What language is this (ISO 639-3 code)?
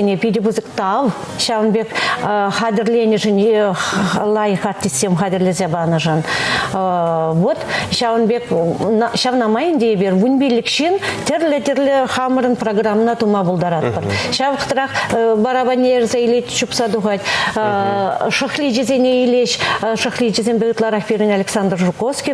chv